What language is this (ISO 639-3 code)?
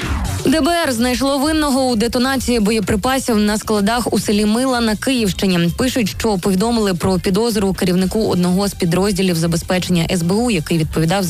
ukr